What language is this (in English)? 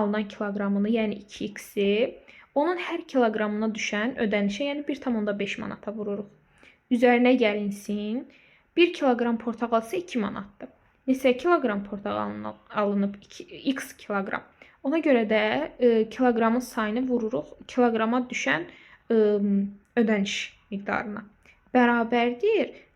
Azerbaijani